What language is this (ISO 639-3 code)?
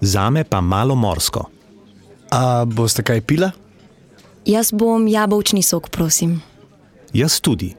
slv